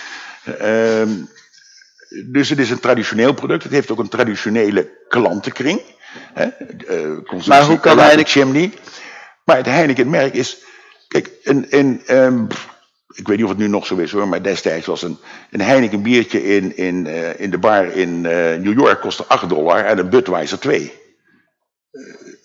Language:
Dutch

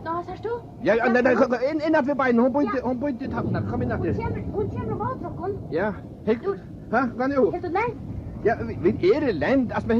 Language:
Faroese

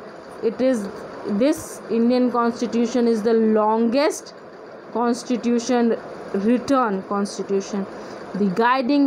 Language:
English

